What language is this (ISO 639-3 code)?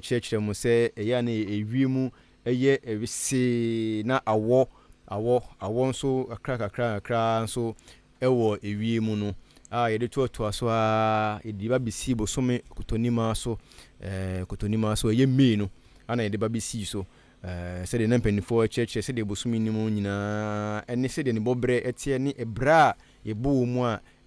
aka